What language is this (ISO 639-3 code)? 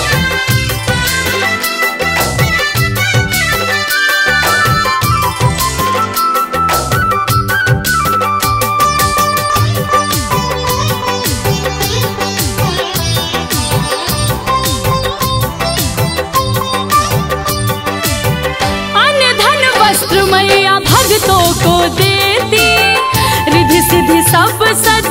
hin